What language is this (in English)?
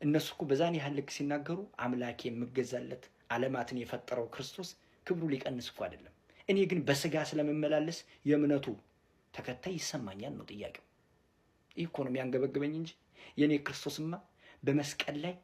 Amharic